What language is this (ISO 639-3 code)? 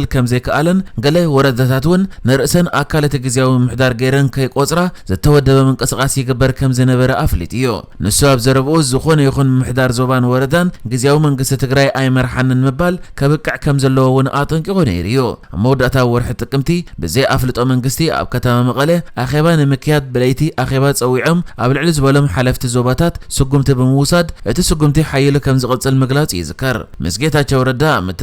tir